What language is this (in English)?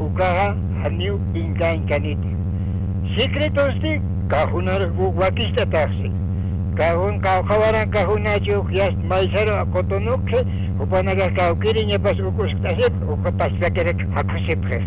Aymara